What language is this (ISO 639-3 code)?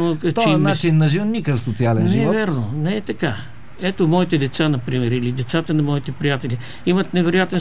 bul